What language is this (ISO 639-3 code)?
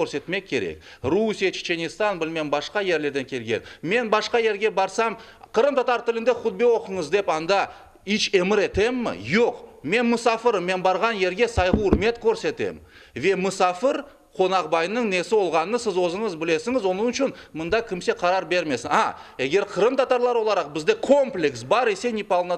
crh